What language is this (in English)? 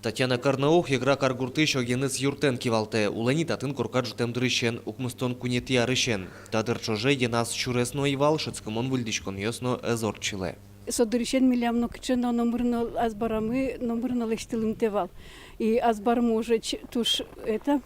Udmurt